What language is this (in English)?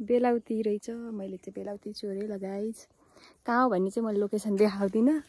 Nepali